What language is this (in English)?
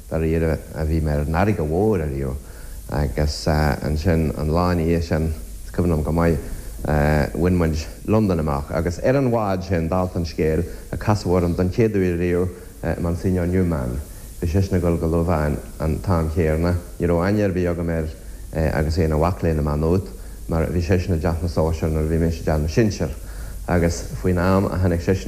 Irish